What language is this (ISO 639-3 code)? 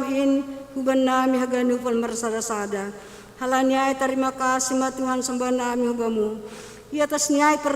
bts